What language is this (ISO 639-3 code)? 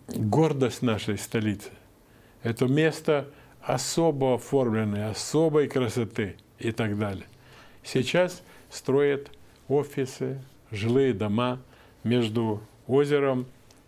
rus